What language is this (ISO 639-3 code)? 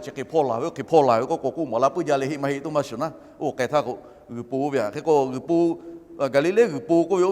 lhu